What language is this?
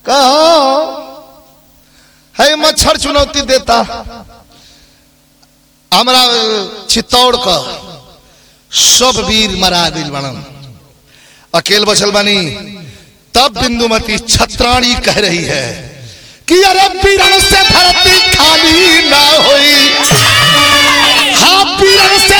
Bhojpuri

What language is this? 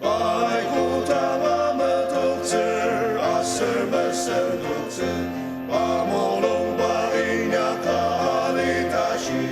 Ao Naga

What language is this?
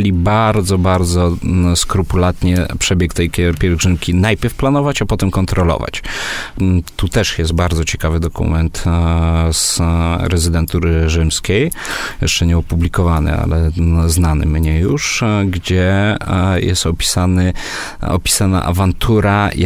Polish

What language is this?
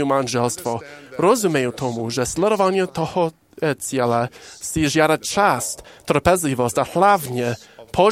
Slovak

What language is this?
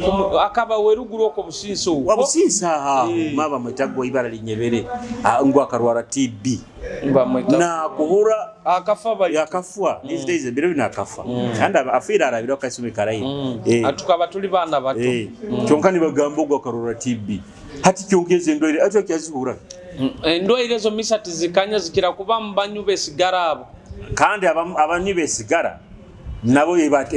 Nyoro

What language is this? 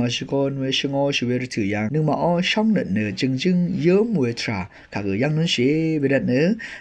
Rawang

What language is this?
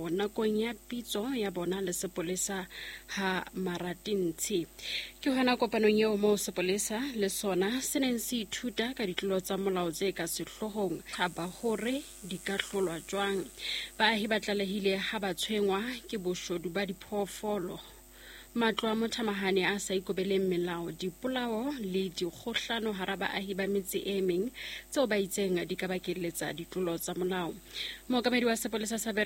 Southern Sotho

